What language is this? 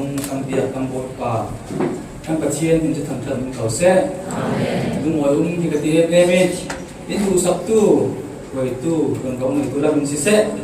Falam Chin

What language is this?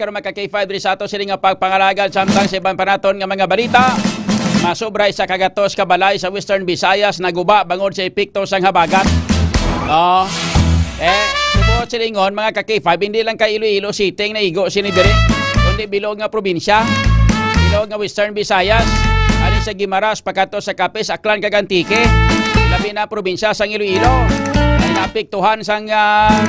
Hiligaynon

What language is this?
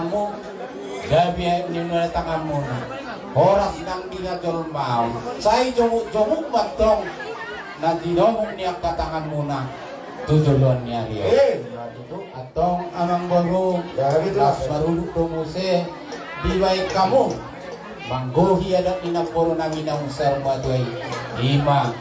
Batak Toba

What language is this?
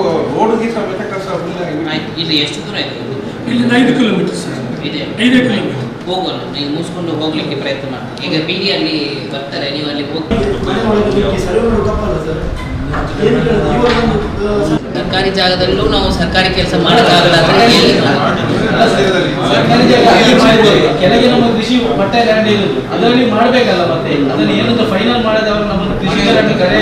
Kannada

